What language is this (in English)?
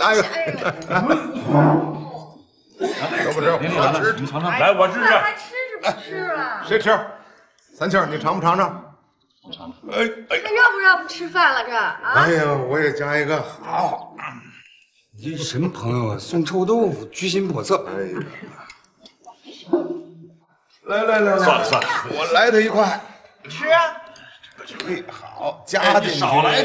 Chinese